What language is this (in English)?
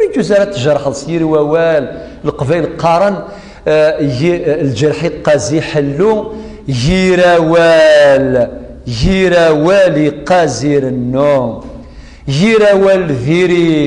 Kabyle